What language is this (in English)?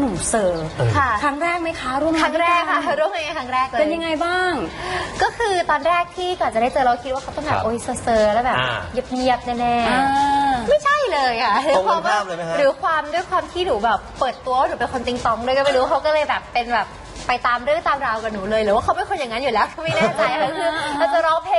Thai